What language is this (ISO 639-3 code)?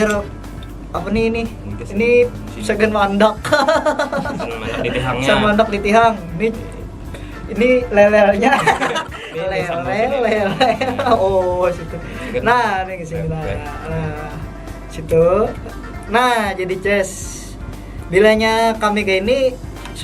bjn